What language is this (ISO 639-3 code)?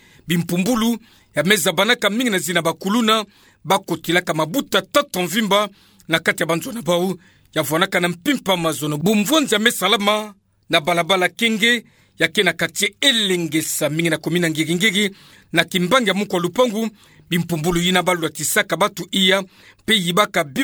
ktu